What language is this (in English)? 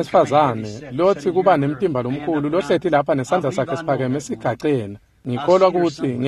Swati